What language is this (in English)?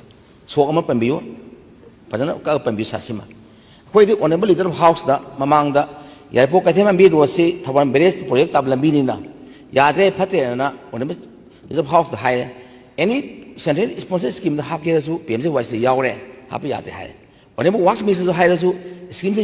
Manipuri